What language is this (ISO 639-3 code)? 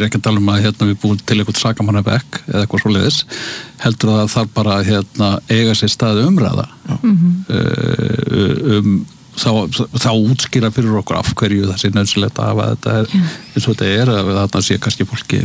isl